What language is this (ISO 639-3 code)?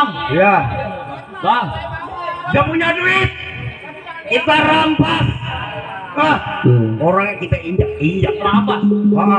bew